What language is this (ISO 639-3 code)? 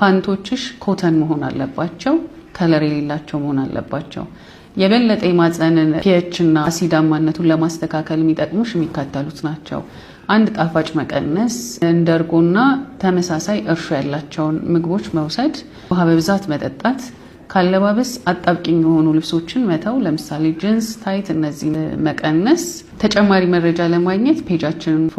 amh